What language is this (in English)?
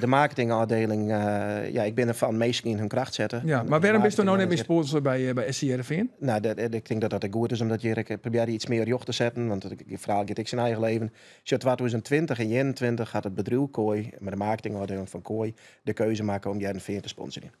Western Frisian